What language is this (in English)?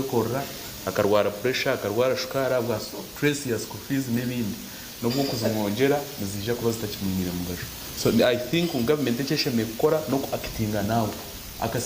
Nyankole